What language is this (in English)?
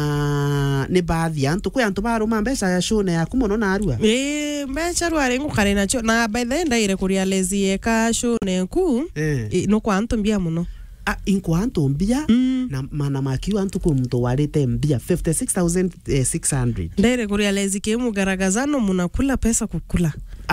Meru